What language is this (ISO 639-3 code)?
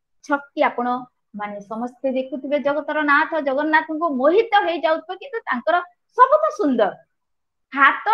ori